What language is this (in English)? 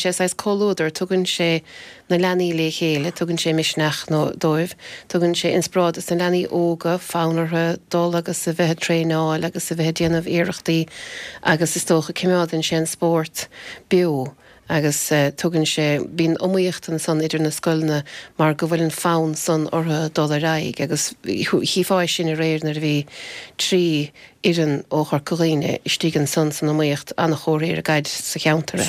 Irish